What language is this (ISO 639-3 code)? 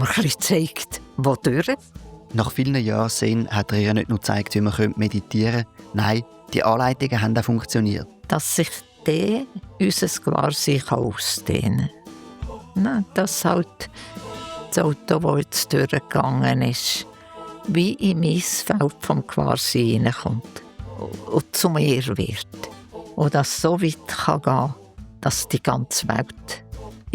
gsw